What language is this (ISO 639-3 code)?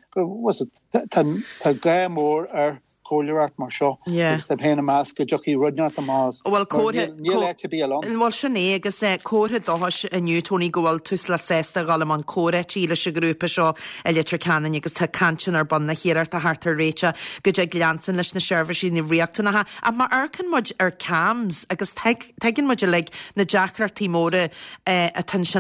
gle